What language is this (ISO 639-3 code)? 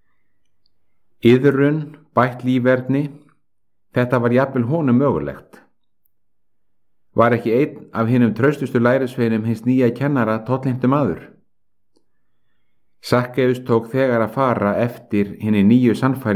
isl